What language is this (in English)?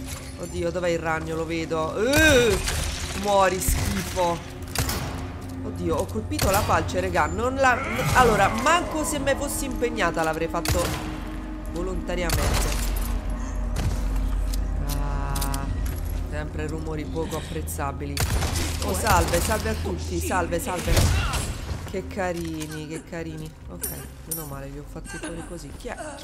Italian